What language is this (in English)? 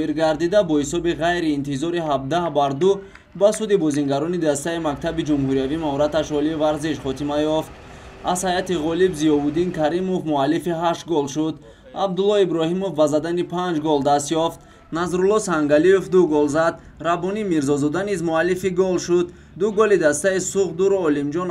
Tajik